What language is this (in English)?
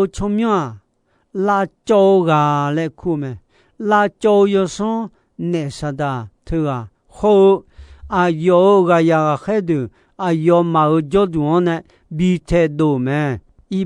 Akha